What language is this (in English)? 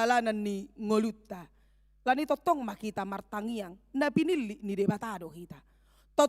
Batak Toba